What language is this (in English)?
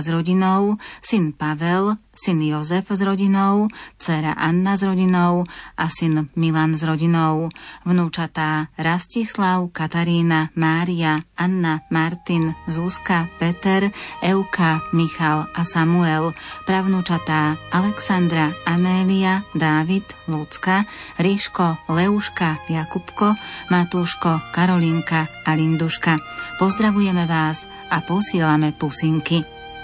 Slovak